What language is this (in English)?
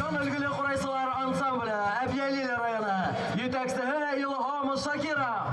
Bashkir